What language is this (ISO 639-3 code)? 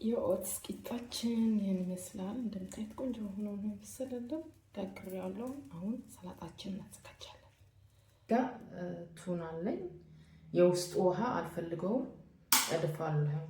amh